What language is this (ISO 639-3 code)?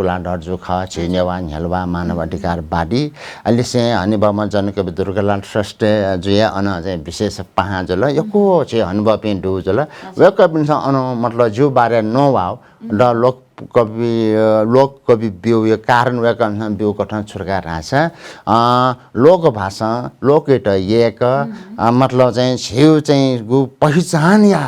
new